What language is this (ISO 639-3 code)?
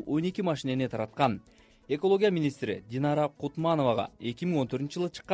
kir